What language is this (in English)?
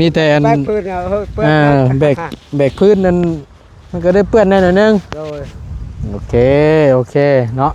Northeastern Thai